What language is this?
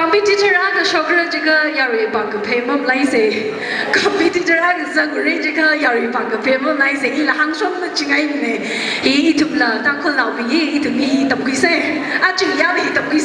Tangkhul Naga (India)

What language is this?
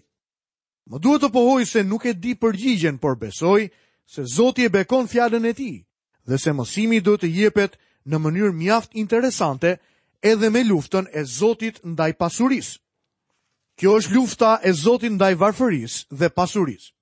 Albanian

